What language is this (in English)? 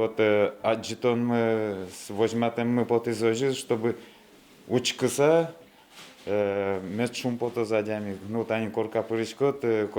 Udmurt